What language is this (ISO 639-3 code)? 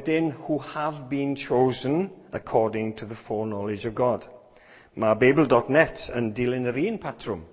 cym